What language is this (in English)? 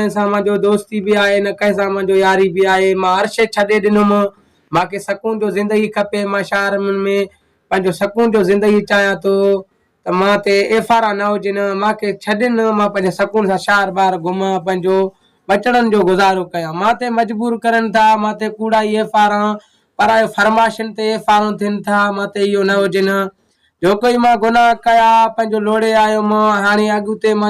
Sindhi